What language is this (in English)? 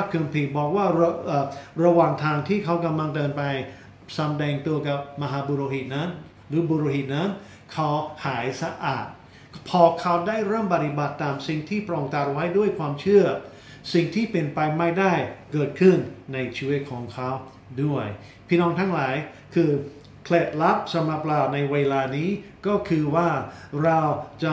Thai